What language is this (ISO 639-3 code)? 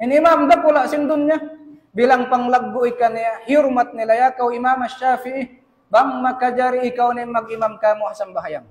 tsg